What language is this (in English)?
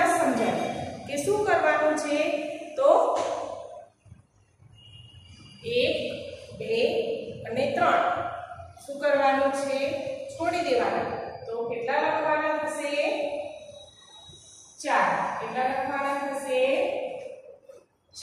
Gujarati